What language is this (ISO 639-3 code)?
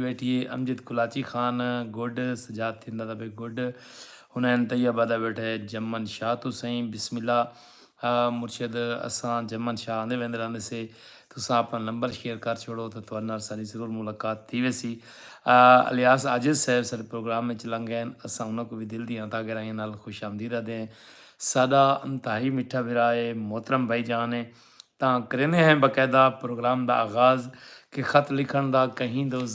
skr